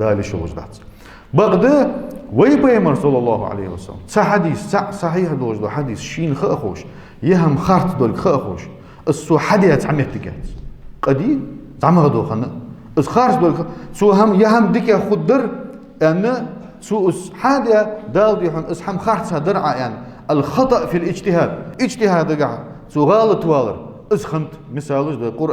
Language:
Ingush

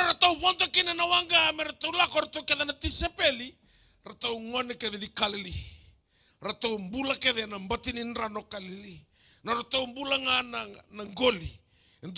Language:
Fijian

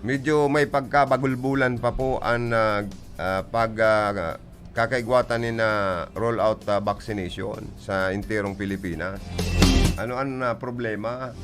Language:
Bikol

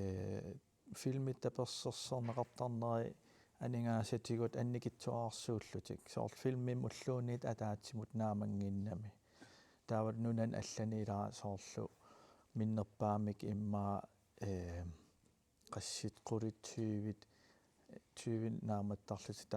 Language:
Kalaallisut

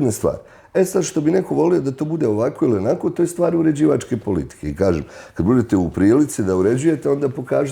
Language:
Bosnian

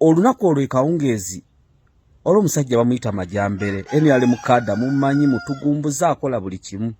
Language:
Ganda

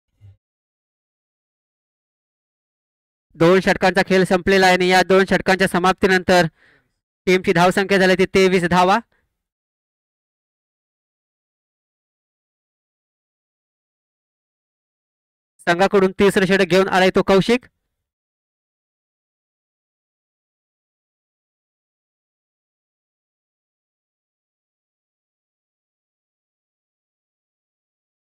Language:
Marathi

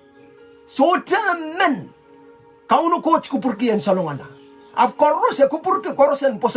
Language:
Pohnpeian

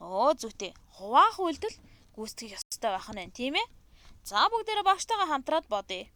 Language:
Mongolian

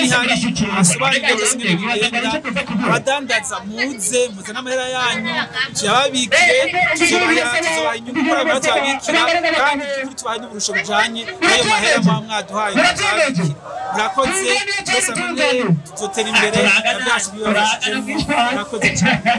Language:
Rundi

